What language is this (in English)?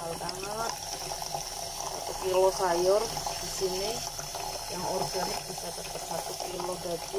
Indonesian